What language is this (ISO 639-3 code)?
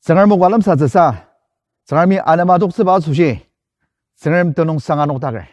njo